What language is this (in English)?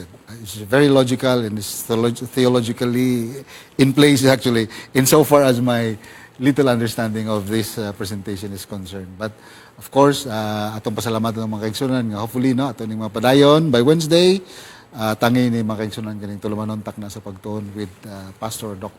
Cebuano